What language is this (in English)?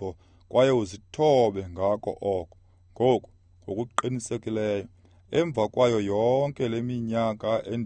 Xhosa